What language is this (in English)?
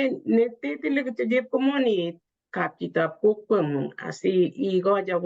Kalenjin